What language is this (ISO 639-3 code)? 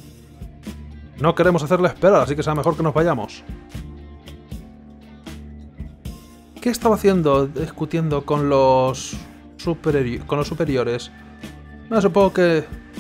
spa